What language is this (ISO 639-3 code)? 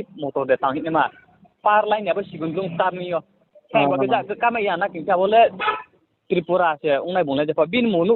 ria